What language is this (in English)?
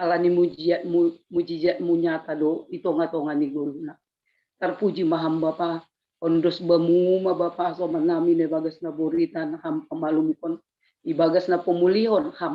Batak Simalungun